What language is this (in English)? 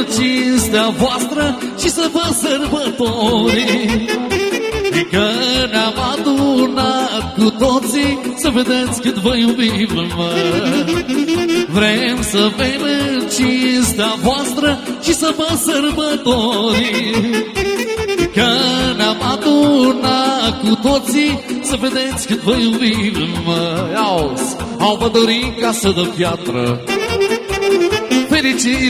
Romanian